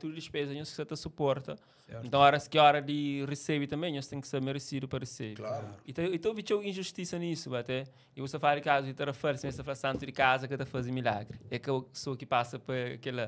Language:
Kabuverdianu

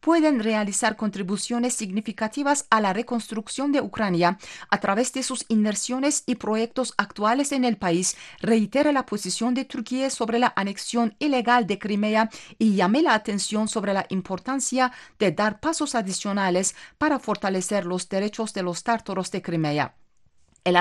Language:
Spanish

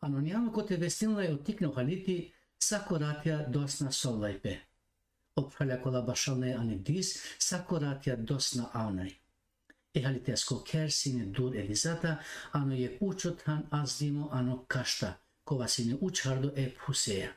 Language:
Balkan Romani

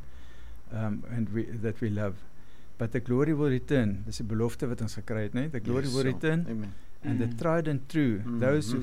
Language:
Afrikaans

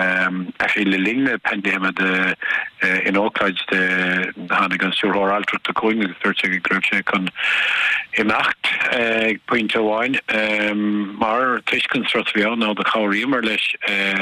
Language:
Irish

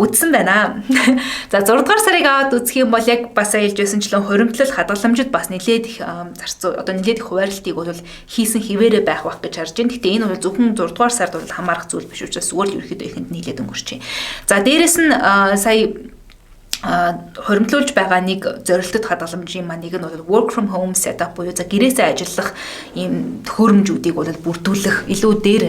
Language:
Mongolian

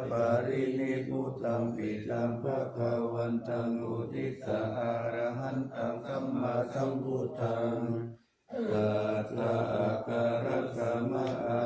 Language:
Pali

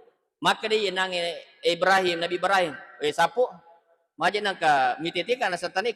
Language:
Buginese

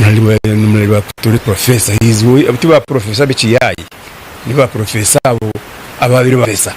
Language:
Nyankole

